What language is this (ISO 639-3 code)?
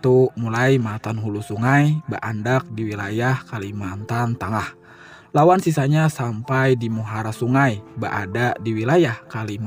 bjn